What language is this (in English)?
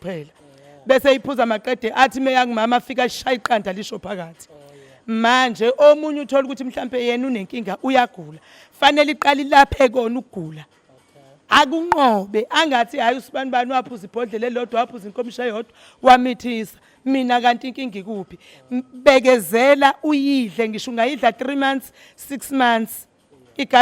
Zulu